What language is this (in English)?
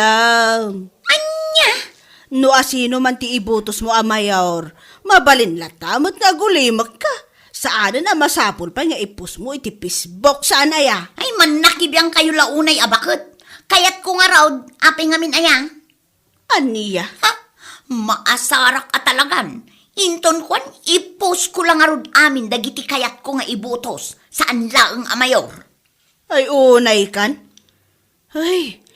Iloko